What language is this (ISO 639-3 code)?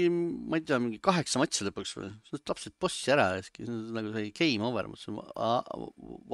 est